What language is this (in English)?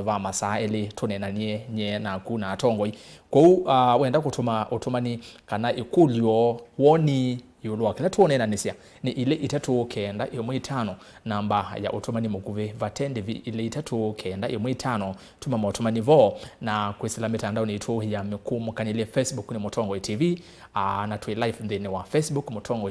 Kamba